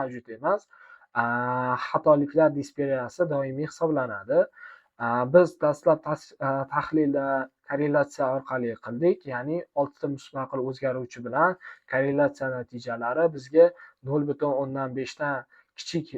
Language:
Uzbek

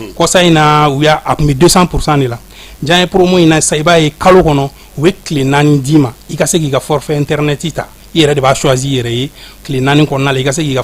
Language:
Bambara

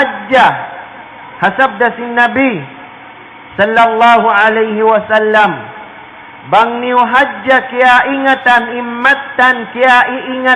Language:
Tausug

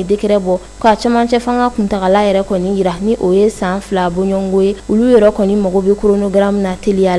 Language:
Bambara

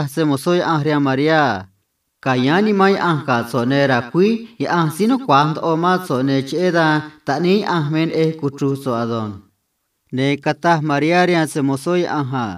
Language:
Copala Triqui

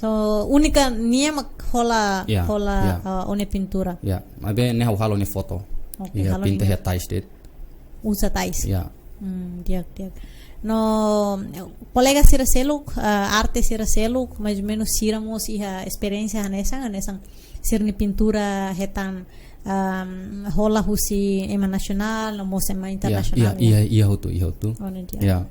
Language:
Tetum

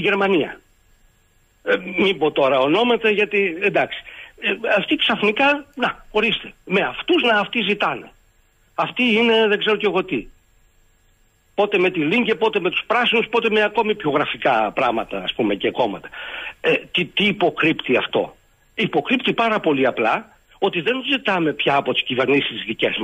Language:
Greek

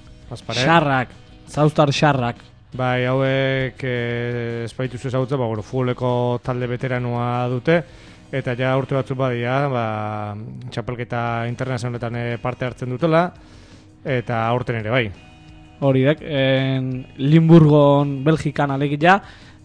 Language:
Basque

